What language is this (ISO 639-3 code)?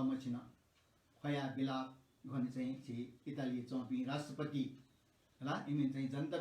new